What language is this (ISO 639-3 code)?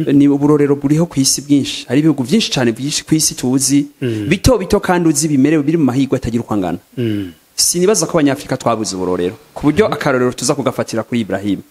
run